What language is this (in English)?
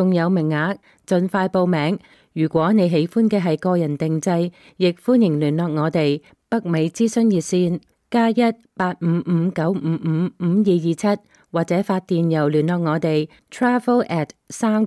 Cantonese